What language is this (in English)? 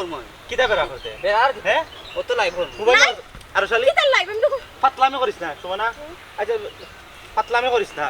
Sylheti